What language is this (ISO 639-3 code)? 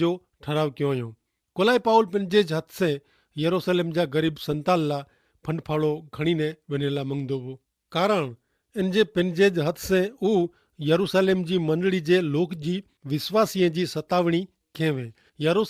kfr